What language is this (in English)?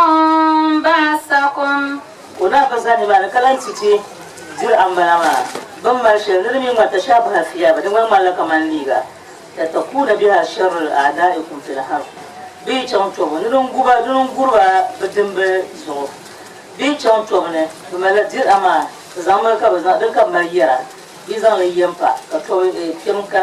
Dagbani